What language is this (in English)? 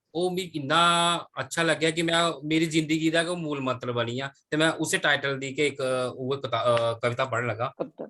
Dogri